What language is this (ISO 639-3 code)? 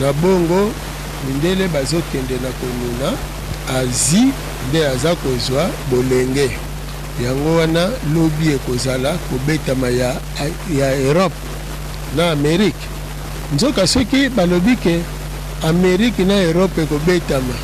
lin